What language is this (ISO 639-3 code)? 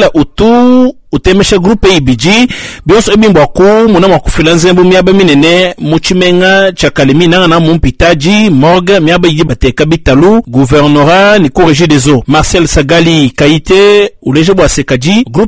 lua